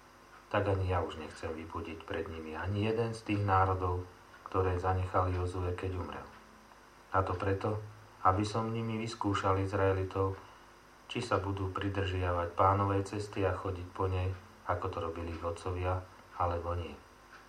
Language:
Slovak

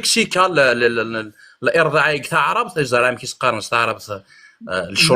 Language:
Kabyle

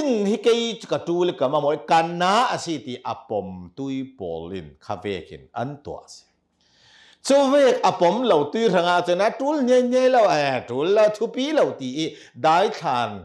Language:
Hakha Chin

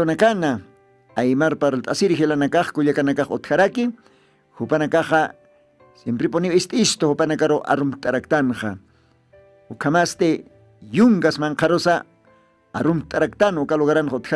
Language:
Aymara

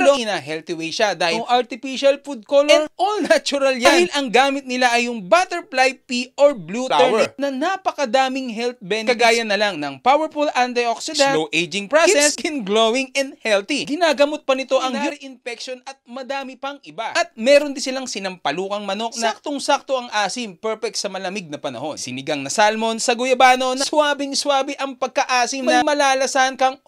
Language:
Filipino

